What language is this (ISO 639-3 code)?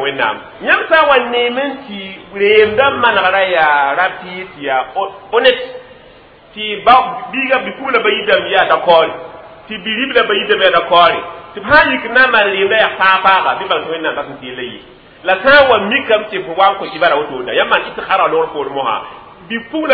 mos